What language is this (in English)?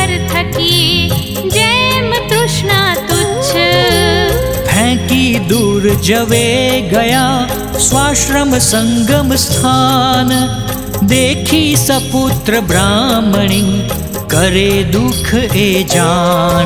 Gujarati